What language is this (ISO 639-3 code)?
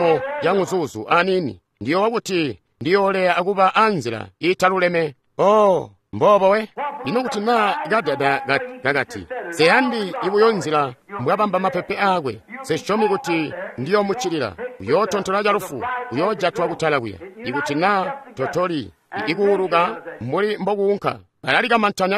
toi